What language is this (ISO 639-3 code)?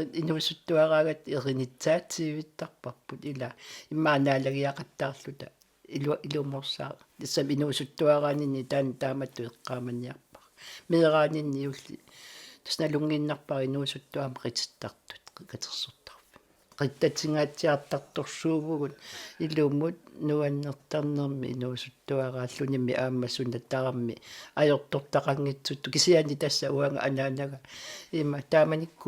kal